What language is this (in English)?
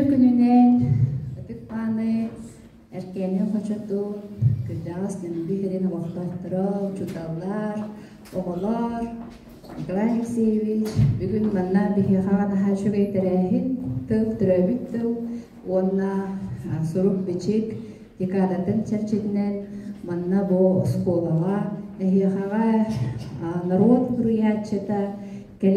Yakut